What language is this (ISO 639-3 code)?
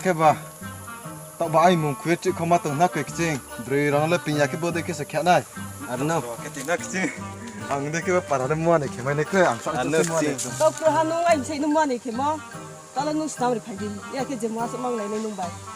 ria